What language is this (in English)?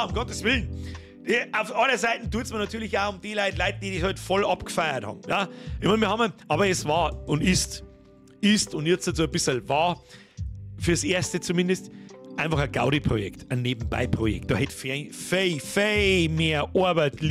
Bavarian